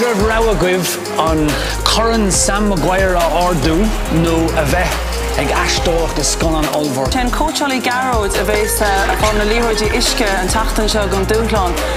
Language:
Irish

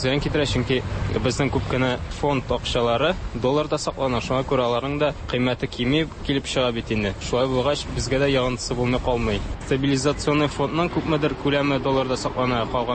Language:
Tatar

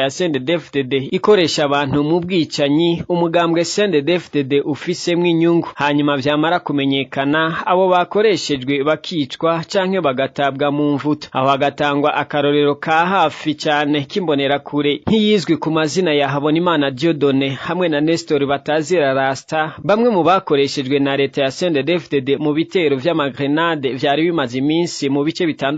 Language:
Rundi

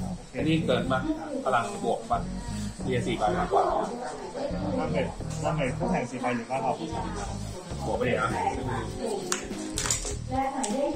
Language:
Thai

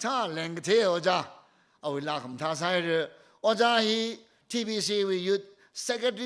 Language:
Tangkhul Naga (India)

